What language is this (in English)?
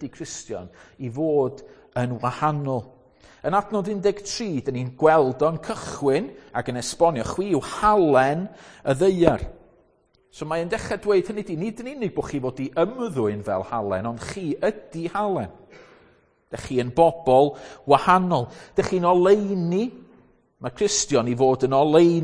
Welsh